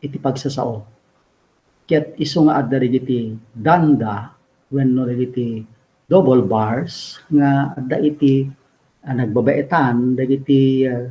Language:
Iloko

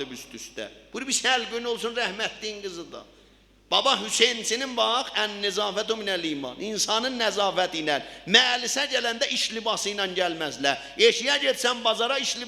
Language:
South Azerbaijani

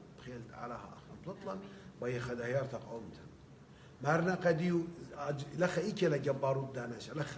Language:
Assyrian Neo-Aramaic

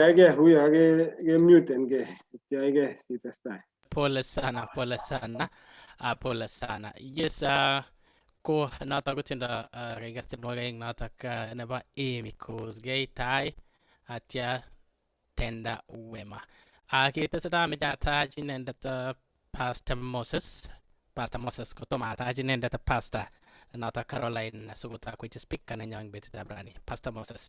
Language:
Kalenjin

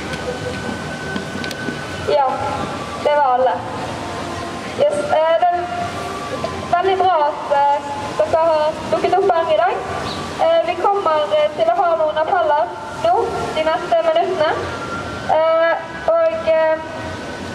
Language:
Norwegian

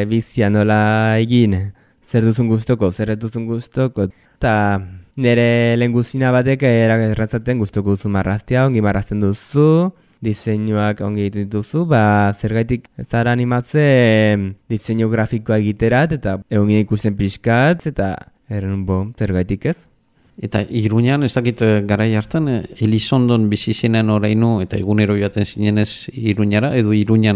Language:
Basque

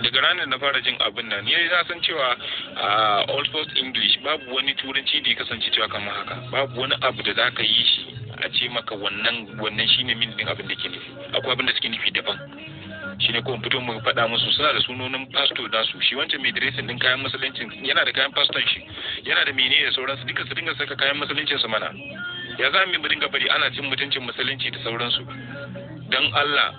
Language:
Hausa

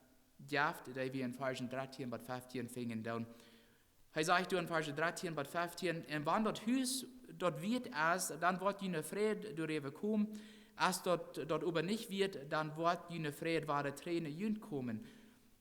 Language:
Plautdietsch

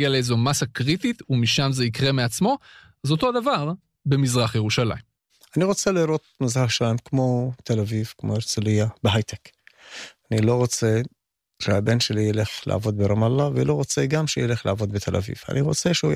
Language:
Hebrew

